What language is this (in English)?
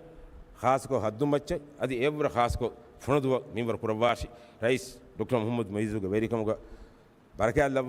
Divehi